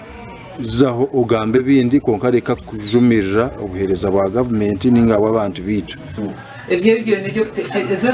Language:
Nyankole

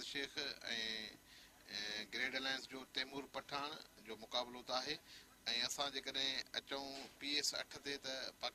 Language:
Sindhi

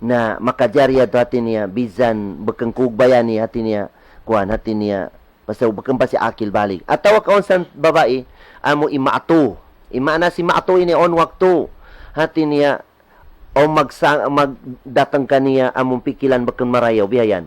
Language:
Tausug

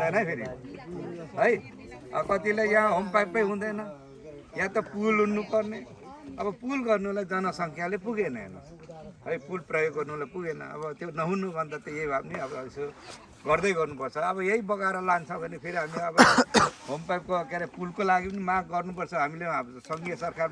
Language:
Nepali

